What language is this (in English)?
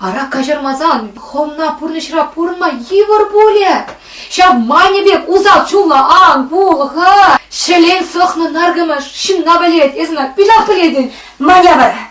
Chuvash